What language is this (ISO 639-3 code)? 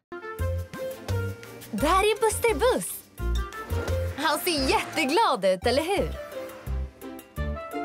swe